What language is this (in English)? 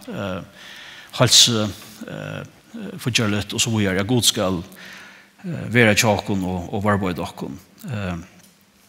Faroese